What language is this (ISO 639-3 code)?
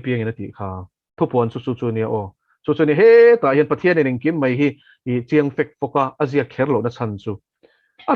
lus